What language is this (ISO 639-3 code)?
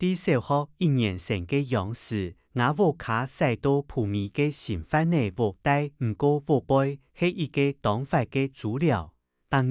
hak